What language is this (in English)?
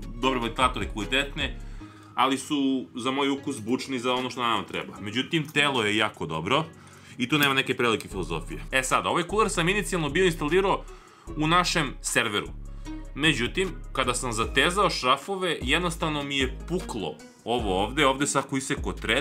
Serbian